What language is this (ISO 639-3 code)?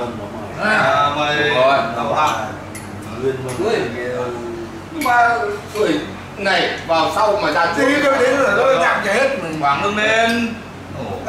vie